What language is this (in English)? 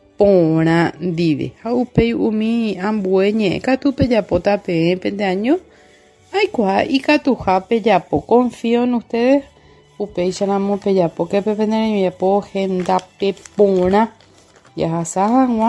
Guarani